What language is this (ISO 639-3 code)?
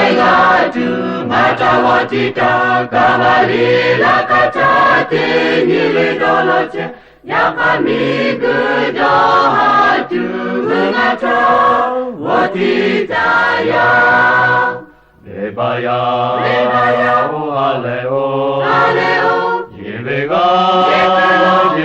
lhu